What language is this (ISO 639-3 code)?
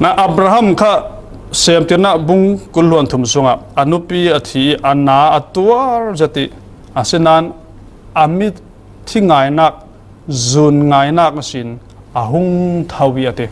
cfm